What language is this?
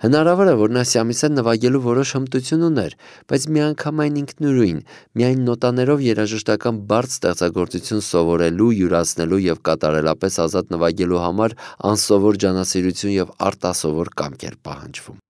Armenian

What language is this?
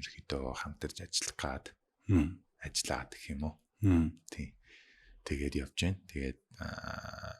Mongolian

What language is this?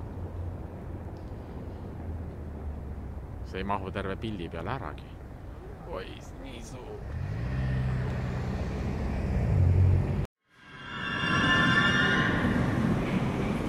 Estonian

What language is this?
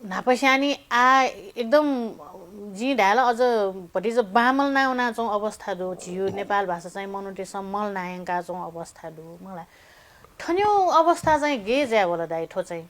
Newari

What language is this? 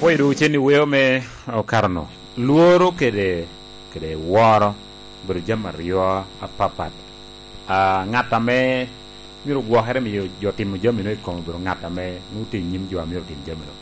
Lango (Uganda)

